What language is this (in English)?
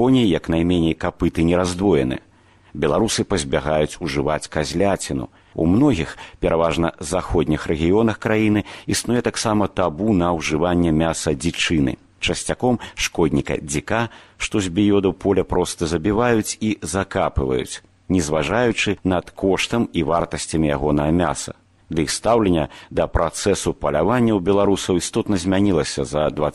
Belarusian